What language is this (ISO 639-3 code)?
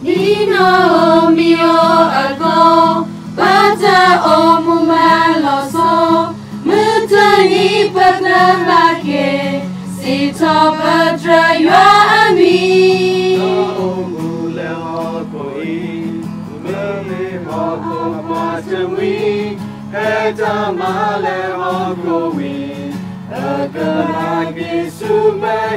ksw